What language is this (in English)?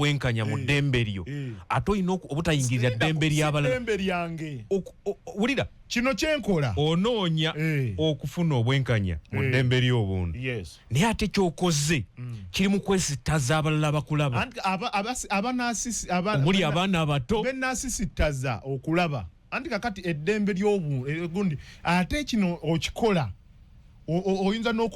Ganda